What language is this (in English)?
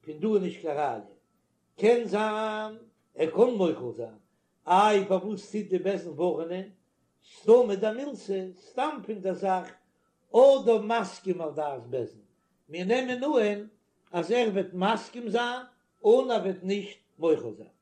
Yiddish